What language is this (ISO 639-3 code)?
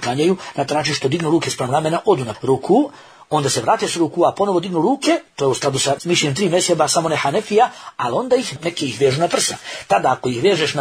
bos